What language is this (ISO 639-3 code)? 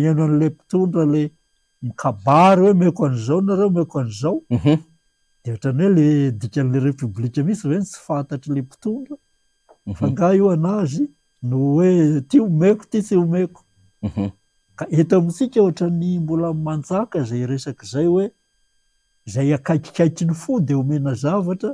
mlg